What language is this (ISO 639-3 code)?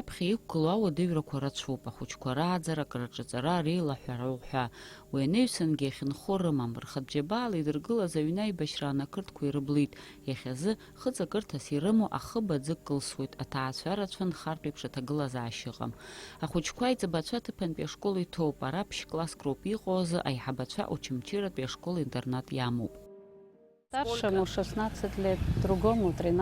abk